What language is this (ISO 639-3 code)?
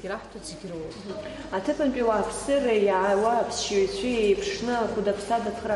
abk